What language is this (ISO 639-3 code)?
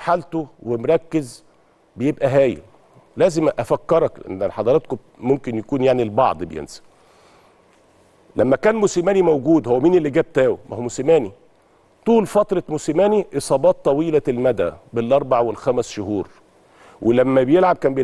arz